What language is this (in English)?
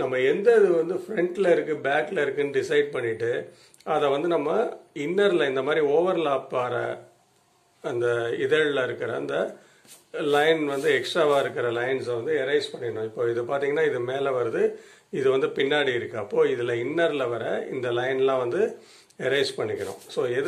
Tamil